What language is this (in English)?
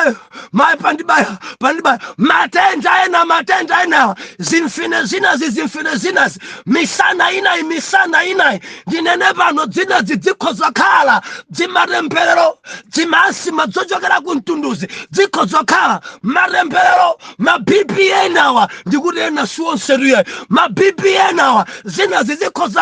Nyanja